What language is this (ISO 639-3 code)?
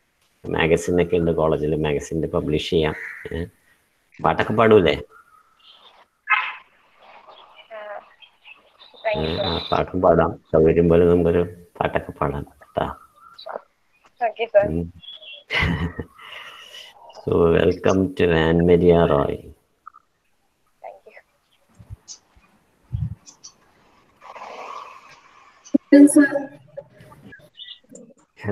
mal